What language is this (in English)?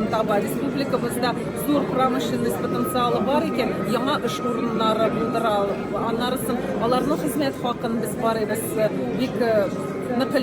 Tatar